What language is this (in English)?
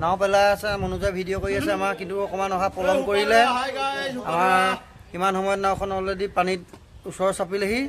Assamese